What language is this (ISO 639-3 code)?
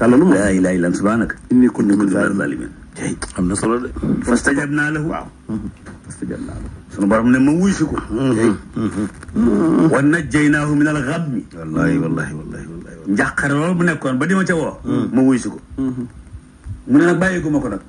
wol